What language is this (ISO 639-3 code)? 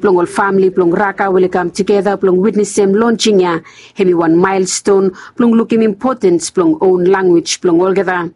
bis